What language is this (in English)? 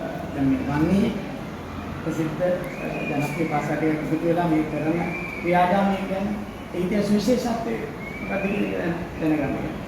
Sinhala